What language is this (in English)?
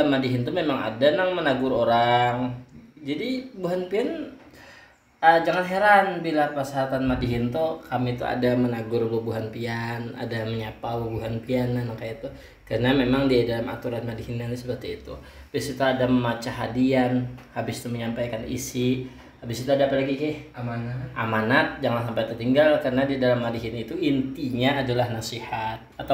Banjar